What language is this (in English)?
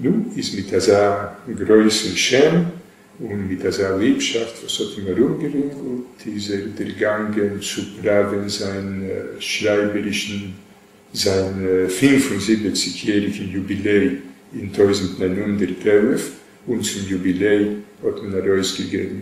Yiddish